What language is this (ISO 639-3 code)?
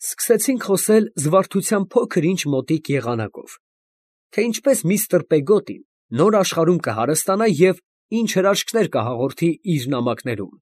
hye